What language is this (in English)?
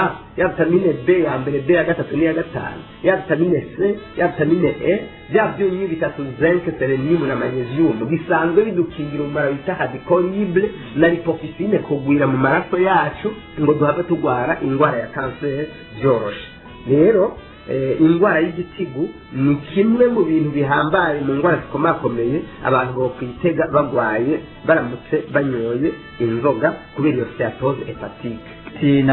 Rundi